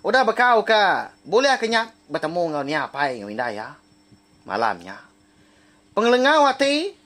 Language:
Iban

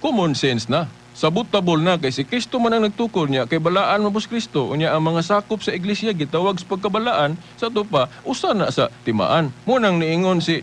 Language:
Cebuano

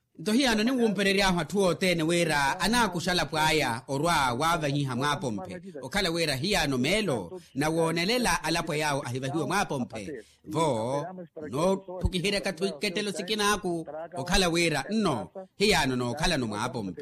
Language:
Makhuwa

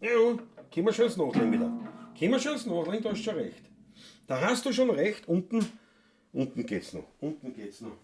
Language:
Bavarian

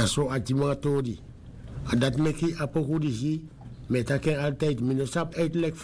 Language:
Sranan Tongo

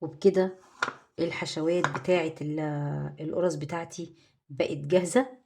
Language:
Egyptian Arabic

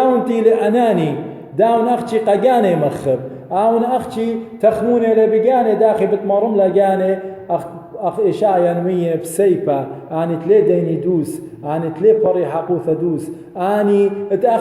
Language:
Assyrian Neo-Aramaic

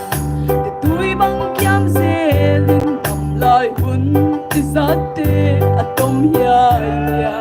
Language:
Paite Chin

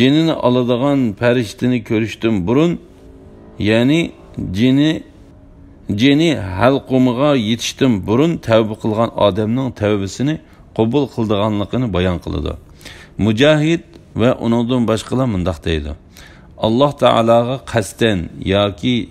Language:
Uyghur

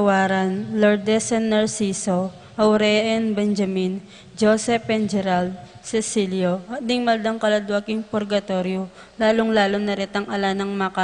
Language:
Pampanga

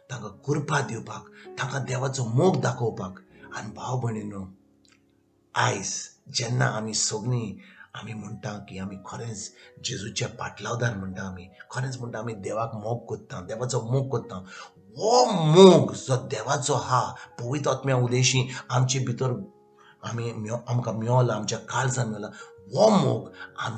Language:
Konkani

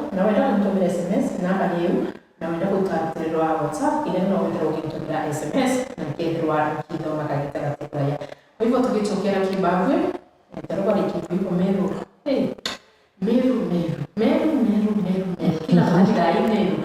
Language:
Meru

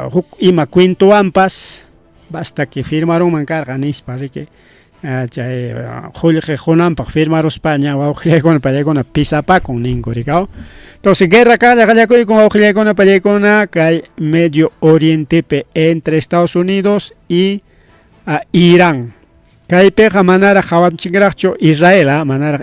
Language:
Ayacucho Quechua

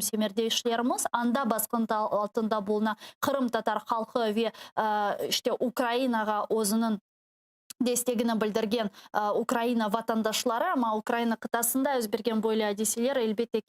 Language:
Crimean Tatar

